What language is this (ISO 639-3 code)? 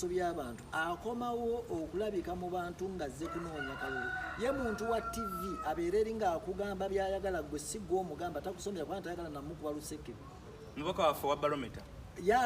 lug